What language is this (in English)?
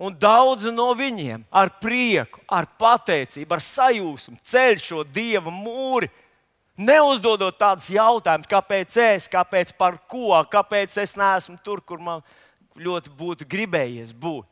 Latvian